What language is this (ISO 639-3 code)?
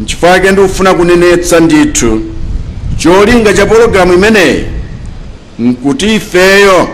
nya